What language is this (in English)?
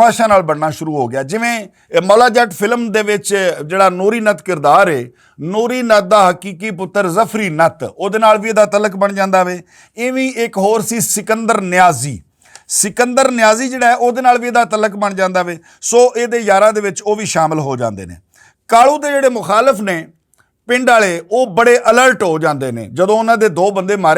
Western Panjabi